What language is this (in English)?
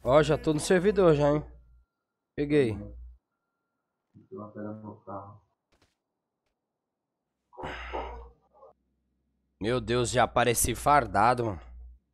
Portuguese